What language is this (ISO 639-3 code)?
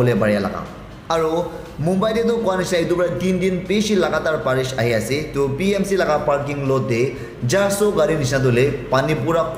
nag